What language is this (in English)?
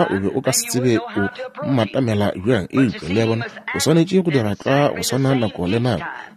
Northern Sotho